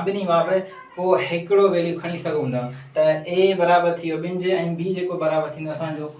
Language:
Sindhi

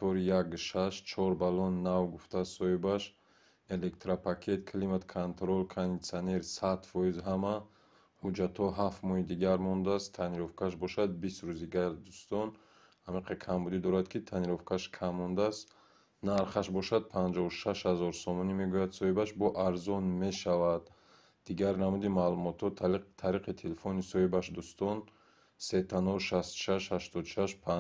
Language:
Tajik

